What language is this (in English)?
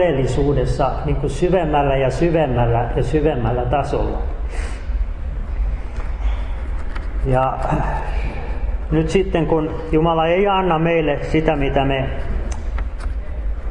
Finnish